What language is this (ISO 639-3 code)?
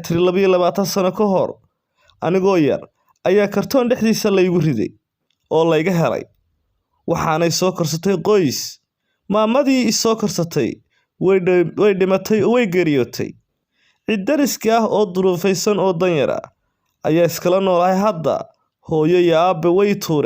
som